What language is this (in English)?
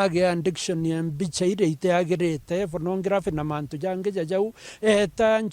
Meru